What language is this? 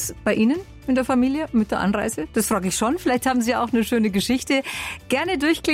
German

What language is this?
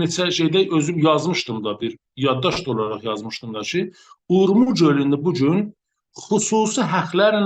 South Azerbaijani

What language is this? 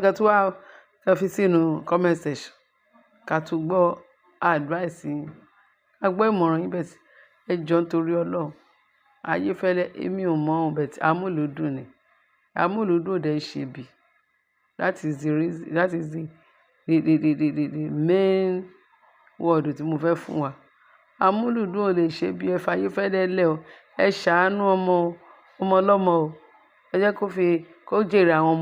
Yoruba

